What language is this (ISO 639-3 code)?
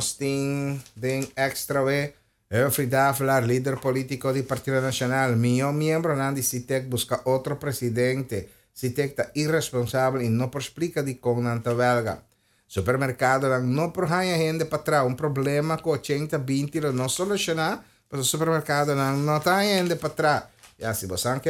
pap